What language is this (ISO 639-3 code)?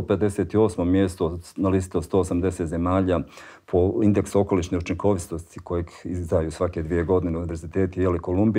bos